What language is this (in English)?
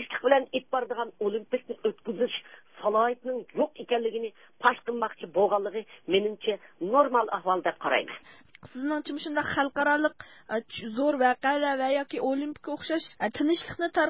Uyghur